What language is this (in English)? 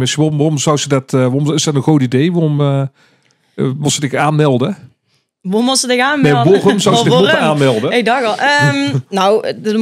Limburgish